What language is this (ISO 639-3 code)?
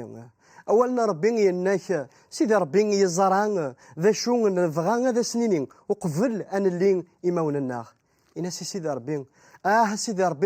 kab